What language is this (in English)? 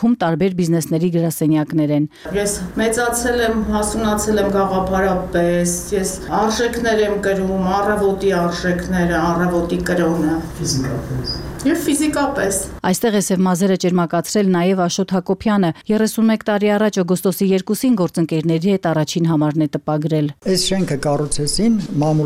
Armenian